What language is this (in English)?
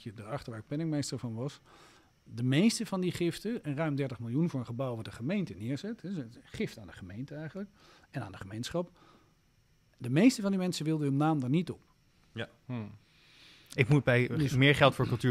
Dutch